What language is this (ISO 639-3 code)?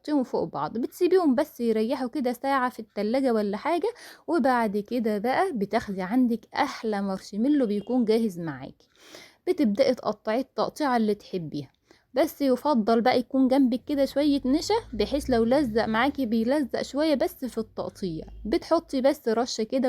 arz